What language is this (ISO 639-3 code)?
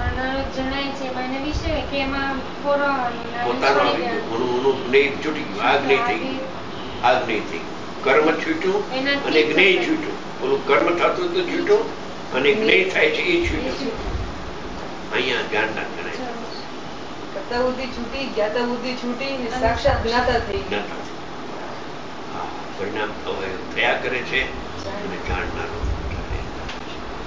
guj